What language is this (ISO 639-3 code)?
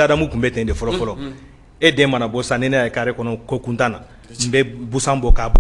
bam